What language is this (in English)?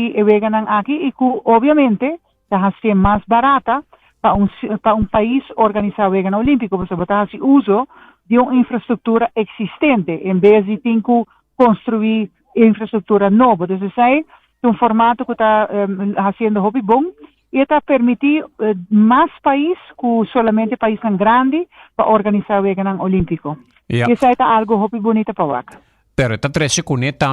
Papiamento